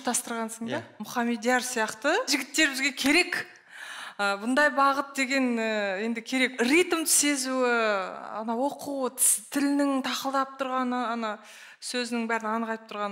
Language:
Kazakh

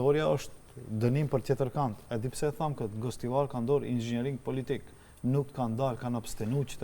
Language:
Albanian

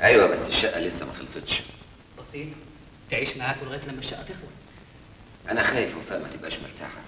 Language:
Egyptian Arabic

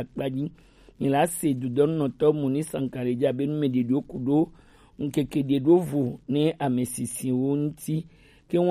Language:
Gen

